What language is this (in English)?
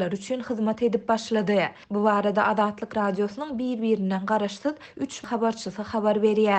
Turkmen